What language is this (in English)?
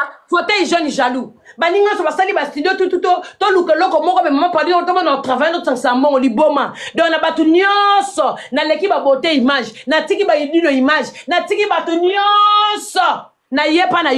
Lingala